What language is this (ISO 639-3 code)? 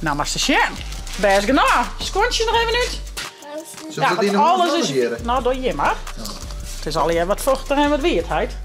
fry